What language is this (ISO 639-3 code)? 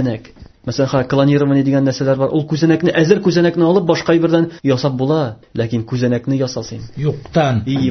tat